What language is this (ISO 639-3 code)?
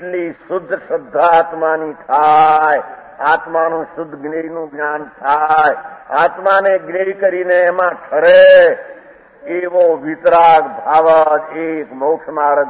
guj